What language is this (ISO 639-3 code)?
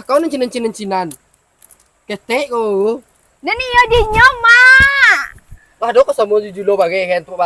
min